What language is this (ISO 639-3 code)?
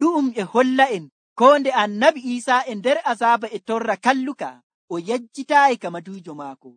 fuv